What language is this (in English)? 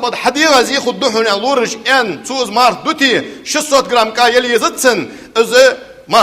Ingush